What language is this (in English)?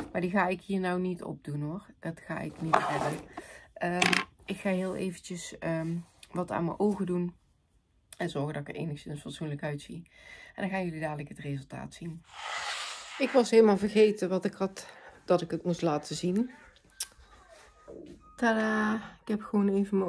Dutch